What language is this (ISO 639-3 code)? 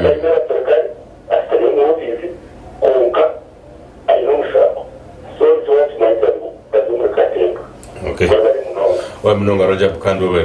nyn